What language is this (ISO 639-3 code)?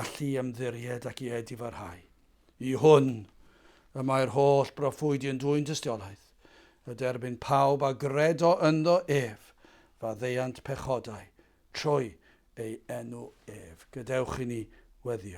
cym